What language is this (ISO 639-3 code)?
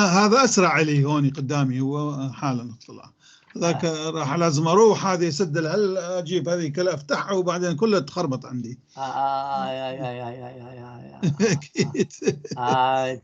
apc